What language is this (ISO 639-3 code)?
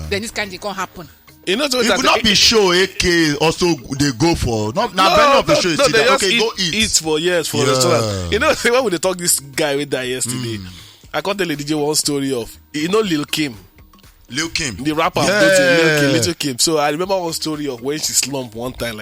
pcm